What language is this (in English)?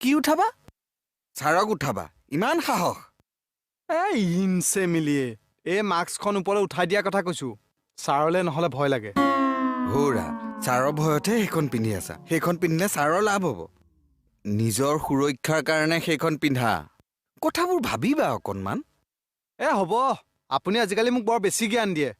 Assamese